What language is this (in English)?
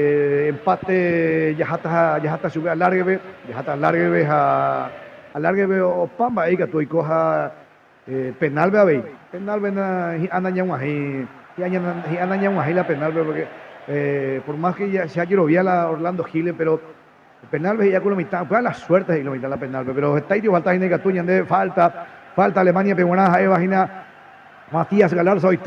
Guarani